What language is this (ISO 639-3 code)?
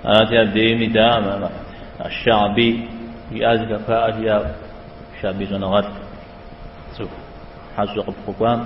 kbd